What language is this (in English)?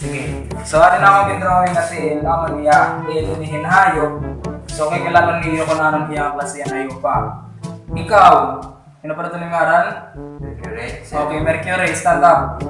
Waray